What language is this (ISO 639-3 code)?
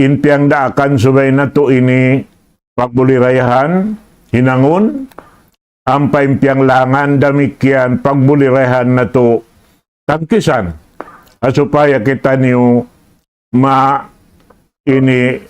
tsg